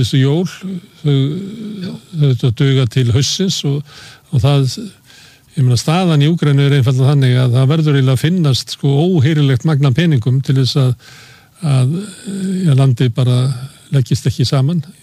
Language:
Icelandic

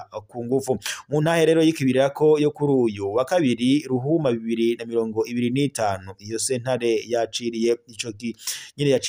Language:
Rundi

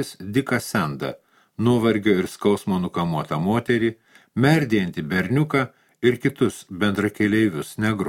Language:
Lithuanian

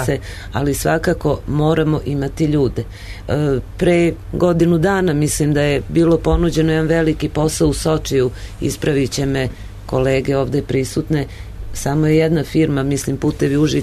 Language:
Serbian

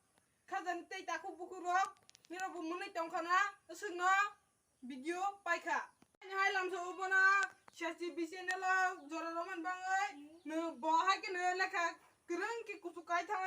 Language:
Kok Borok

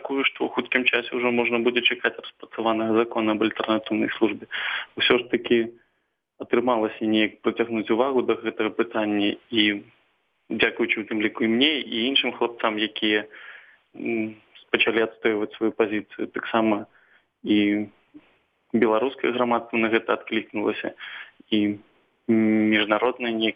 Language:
Belarusian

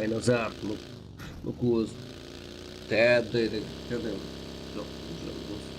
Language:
Kara-Kalpak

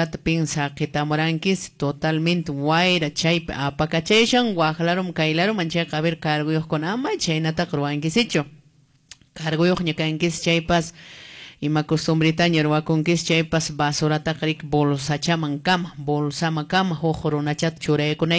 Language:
Quechua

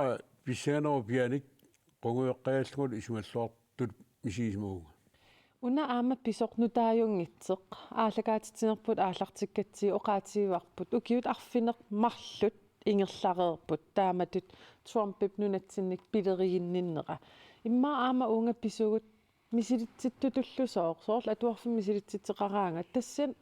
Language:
Kalaallisut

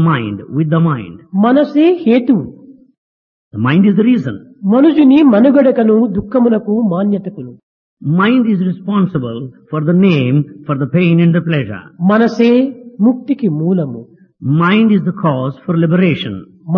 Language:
Telugu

